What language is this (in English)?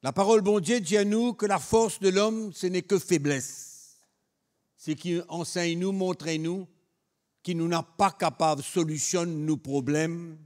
Morisyen